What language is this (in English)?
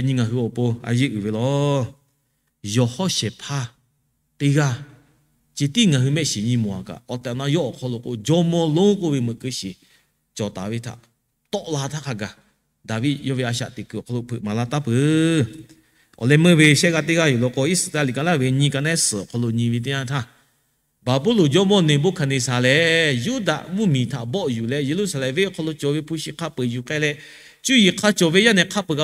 Lahu